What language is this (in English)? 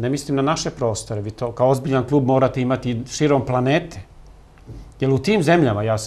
Serbian